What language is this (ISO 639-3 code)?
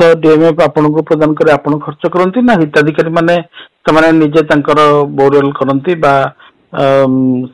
ori